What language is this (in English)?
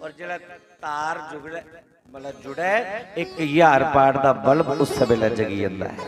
Dogri